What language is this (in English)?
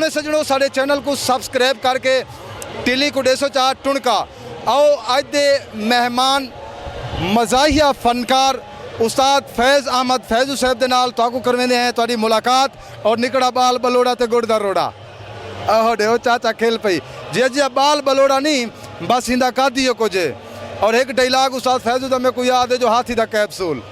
Saraiki